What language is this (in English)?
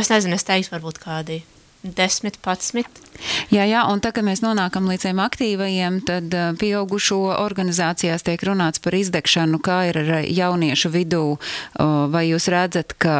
Latvian